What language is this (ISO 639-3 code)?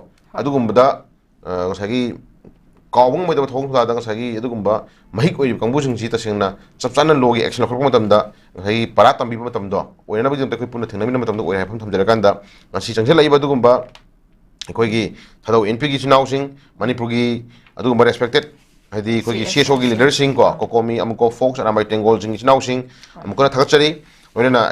mni